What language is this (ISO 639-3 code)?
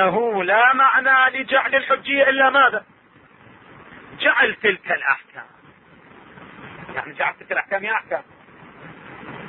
ara